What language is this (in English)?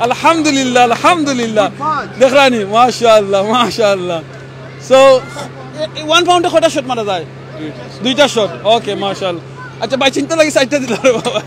Sylheti